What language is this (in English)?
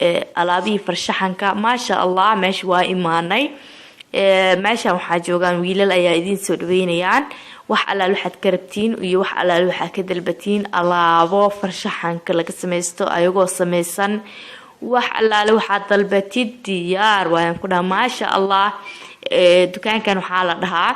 Somali